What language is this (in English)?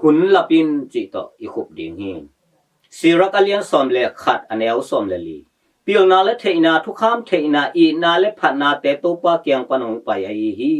Tedim Chin